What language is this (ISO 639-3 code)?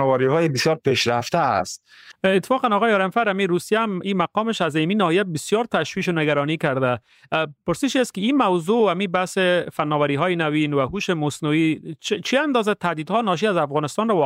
fas